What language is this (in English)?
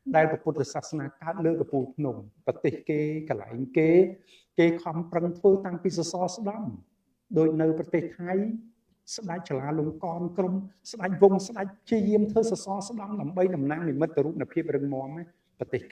Khmer